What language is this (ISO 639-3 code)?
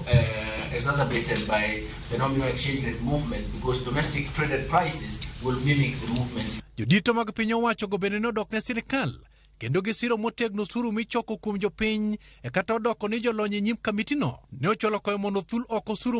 luo